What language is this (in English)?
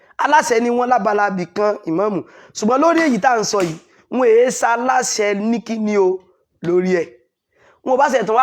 Yoruba